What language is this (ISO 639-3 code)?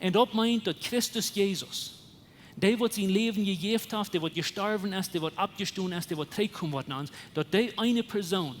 pdt